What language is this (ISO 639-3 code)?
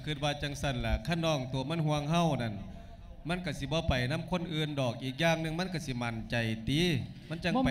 lao